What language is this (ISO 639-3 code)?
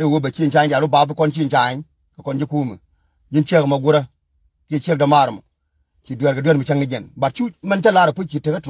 nus